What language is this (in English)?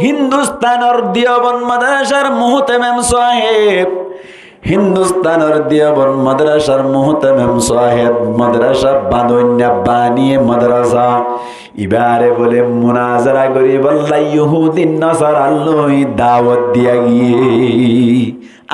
Rohingya